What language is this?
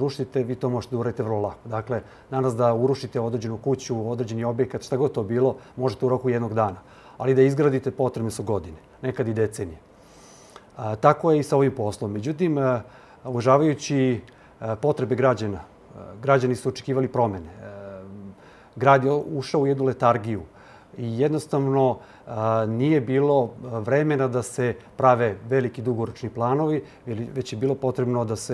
Serbian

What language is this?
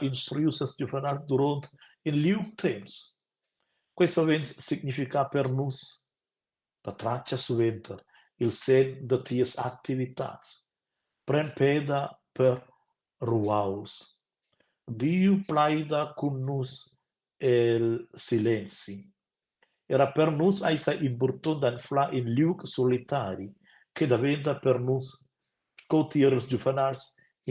Romansh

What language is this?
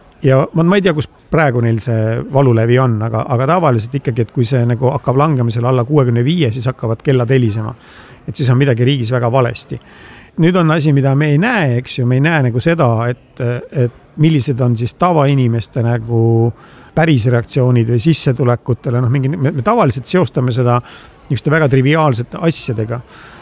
Estonian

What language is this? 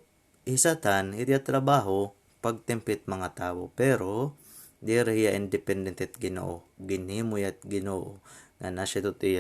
Waray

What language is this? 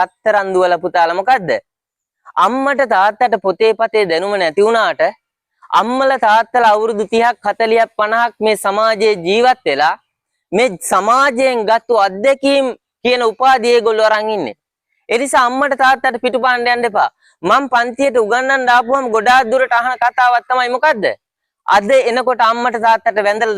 Sinhala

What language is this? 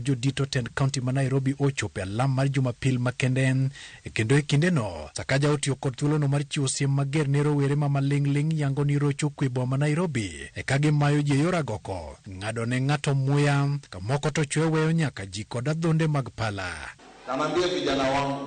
Luo (Kenya and Tanzania)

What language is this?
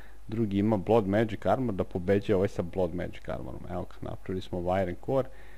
Serbian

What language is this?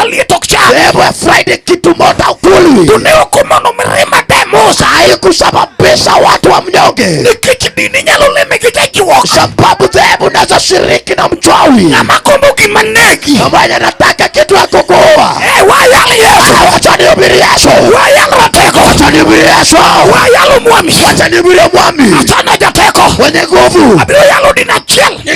Luo (Kenya and Tanzania)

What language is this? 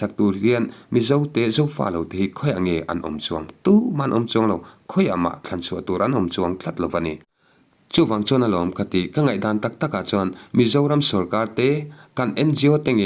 Mizo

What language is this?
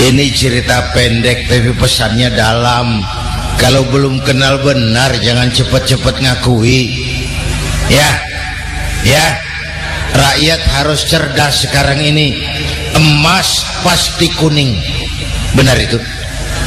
Indonesian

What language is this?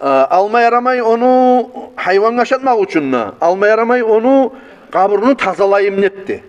Kumyk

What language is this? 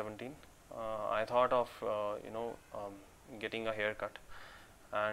English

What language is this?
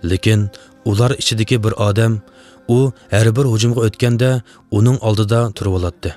Uyghur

